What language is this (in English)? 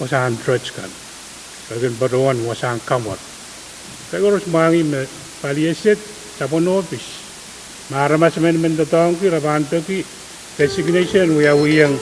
Pohnpeian